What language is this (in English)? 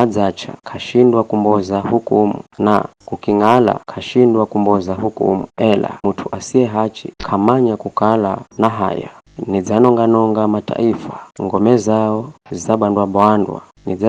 Giryama